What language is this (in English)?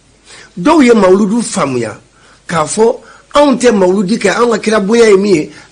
Bambara